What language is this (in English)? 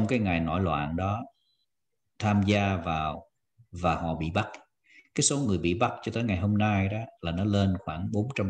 Vietnamese